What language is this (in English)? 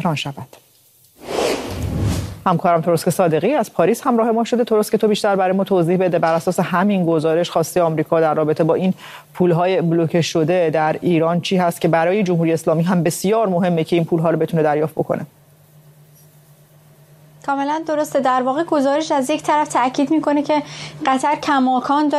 Persian